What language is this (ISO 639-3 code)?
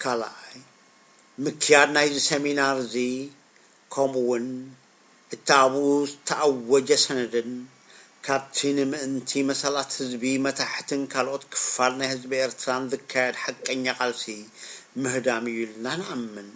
tir